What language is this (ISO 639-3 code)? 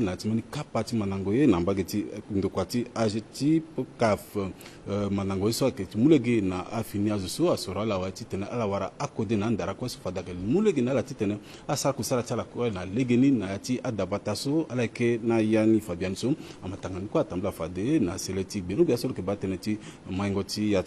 sag